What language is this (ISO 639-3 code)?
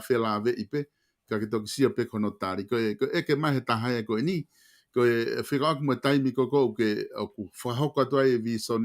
ton